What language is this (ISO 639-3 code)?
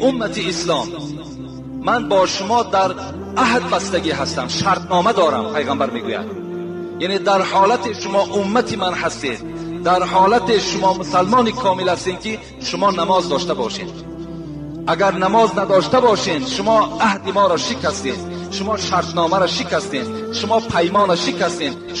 tgk